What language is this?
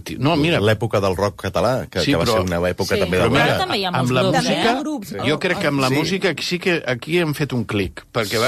Catalan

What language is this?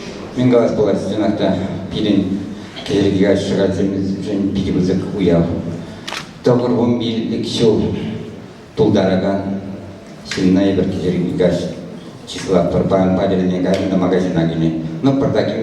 Chuvash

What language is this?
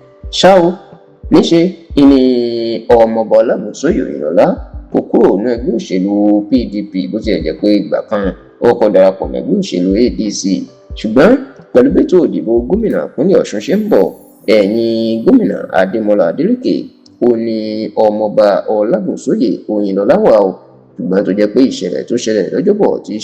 Yoruba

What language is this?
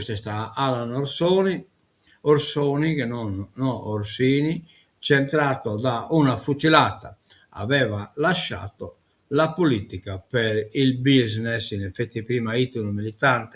Sardinian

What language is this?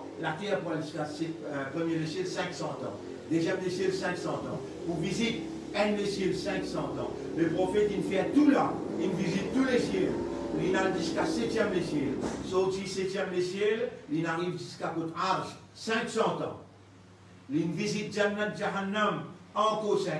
Morisyen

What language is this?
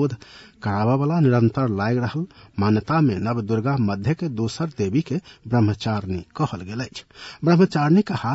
Maithili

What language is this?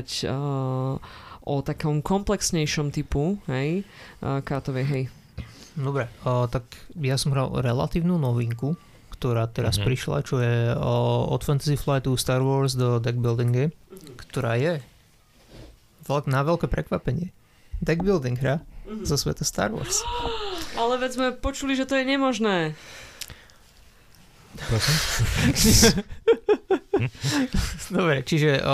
Slovak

